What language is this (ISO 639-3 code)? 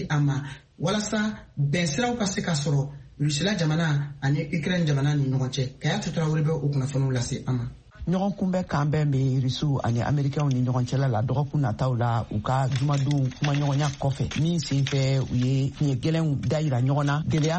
bam